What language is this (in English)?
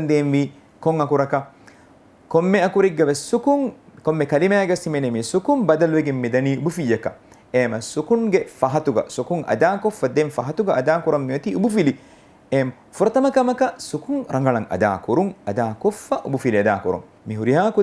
Divehi